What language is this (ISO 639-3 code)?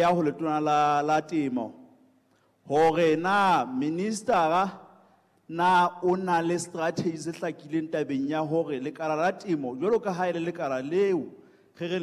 sot